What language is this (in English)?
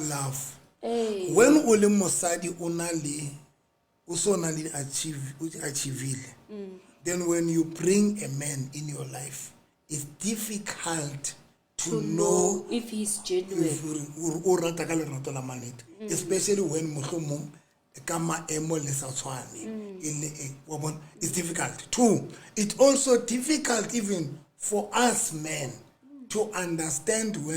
Southern Sotho